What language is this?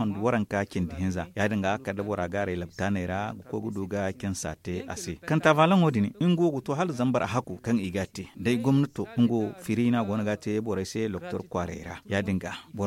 Zarma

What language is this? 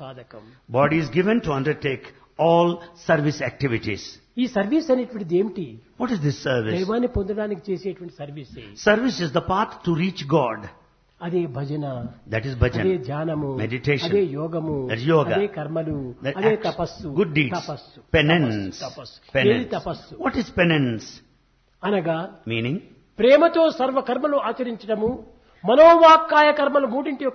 Telugu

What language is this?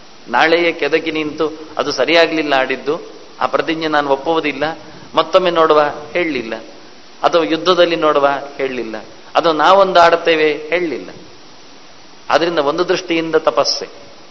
Kannada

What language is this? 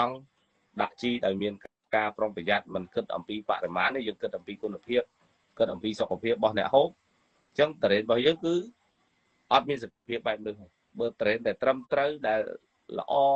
Khmer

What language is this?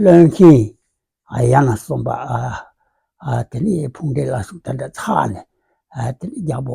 Tibetan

